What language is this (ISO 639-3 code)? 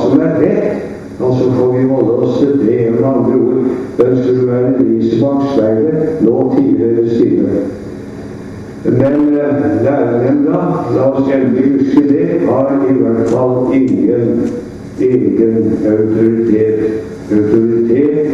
nor